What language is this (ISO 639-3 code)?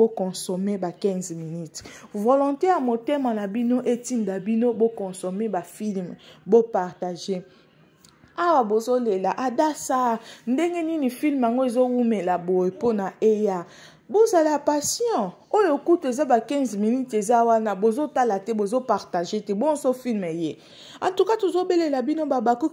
lin